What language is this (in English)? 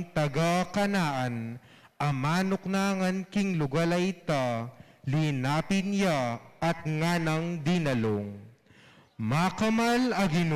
Pampanga